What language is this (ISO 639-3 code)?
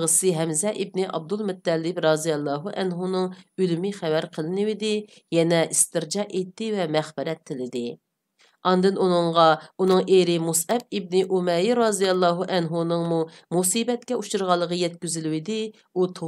uig